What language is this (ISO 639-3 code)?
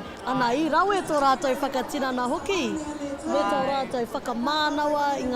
mri